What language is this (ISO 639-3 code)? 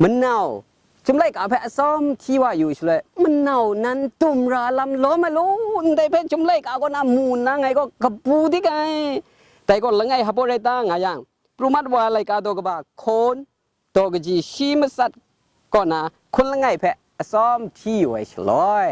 kac